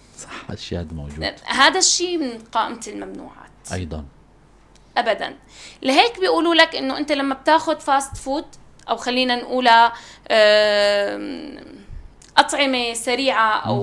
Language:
North Levantine Arabic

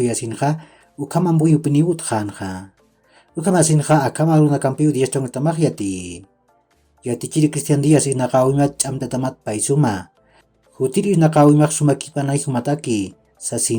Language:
Aymara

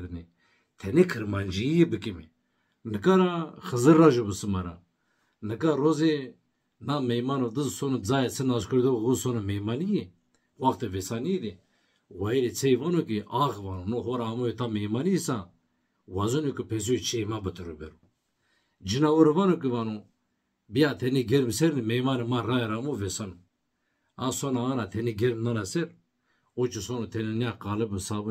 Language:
Zaza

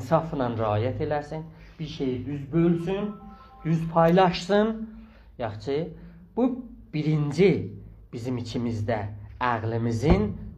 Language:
South Azerbaijani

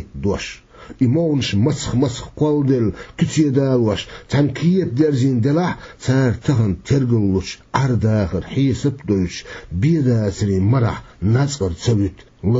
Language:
Chechen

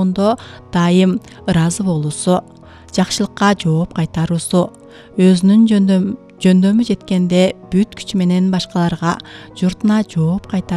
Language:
Kyrgyz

